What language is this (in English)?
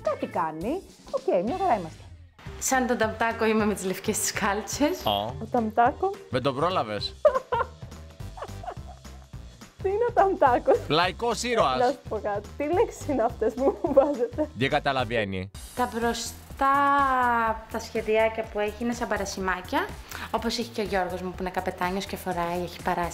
Greek